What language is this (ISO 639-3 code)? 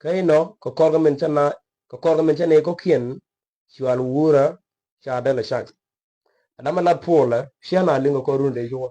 nus